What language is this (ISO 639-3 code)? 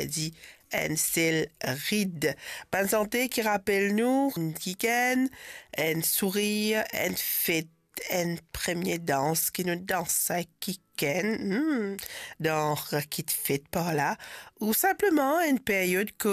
mfe